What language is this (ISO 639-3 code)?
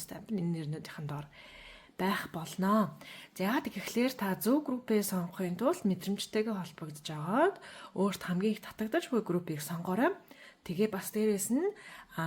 mon